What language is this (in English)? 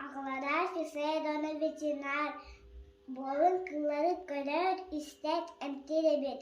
Yakut